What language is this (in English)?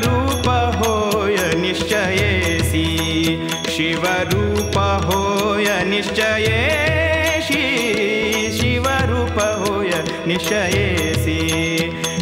Marathi